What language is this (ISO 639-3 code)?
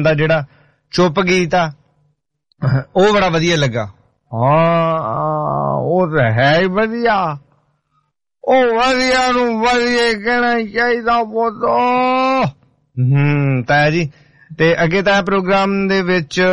pan